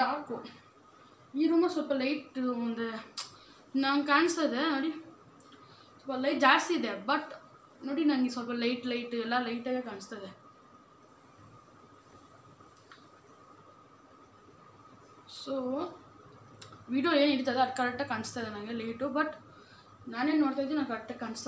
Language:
Kannada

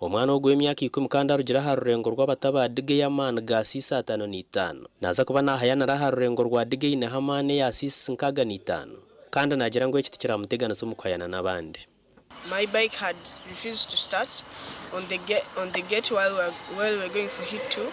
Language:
Nyankole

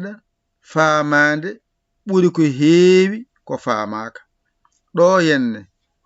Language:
Fula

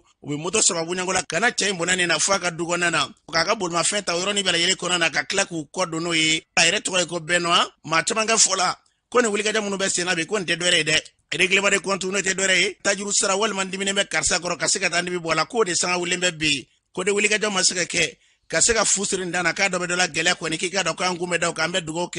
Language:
Bambara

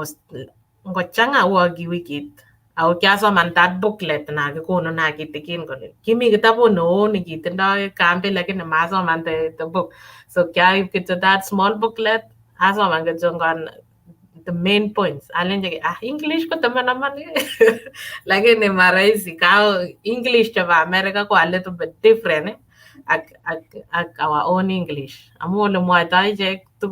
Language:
Kalenjin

